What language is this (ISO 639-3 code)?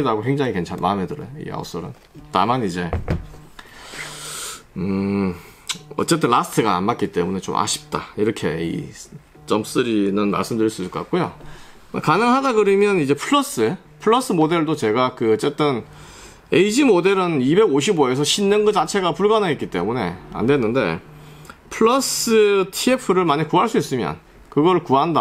kor